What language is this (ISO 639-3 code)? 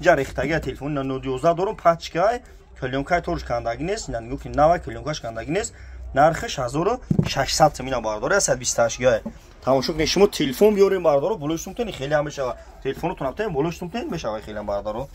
tgk